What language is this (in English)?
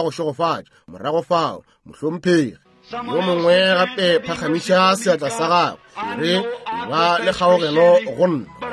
Northern Sotho